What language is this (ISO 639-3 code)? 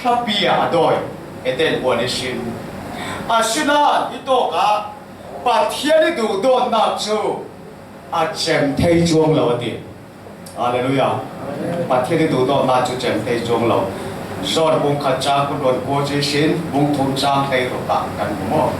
cfm